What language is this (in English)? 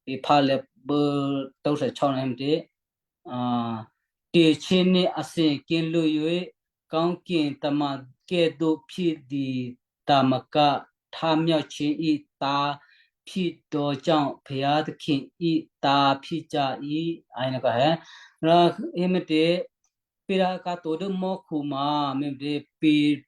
Western Kayah